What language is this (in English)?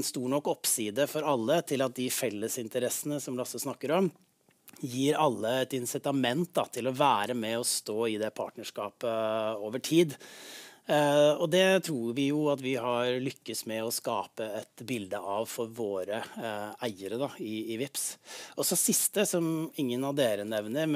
Norwegian